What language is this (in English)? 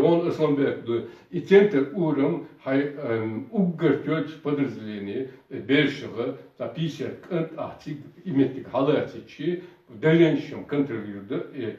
Chechen